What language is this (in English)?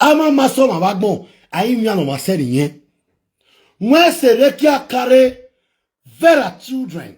Nigerian Pidgin